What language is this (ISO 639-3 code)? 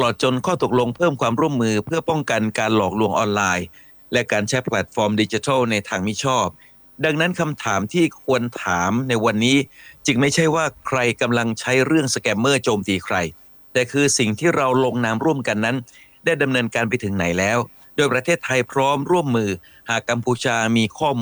tha